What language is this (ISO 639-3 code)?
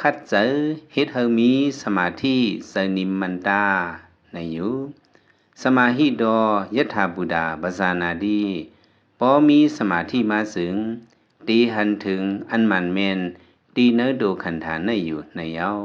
lao